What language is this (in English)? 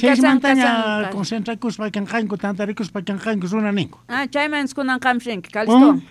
South Bolivian Quechua